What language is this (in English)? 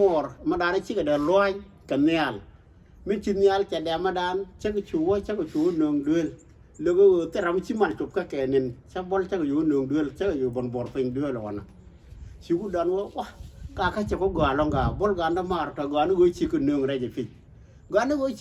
Nuer